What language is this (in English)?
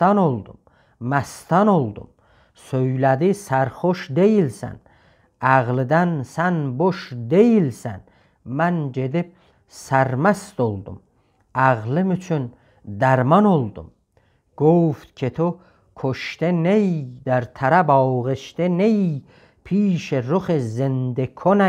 South Azerbaijani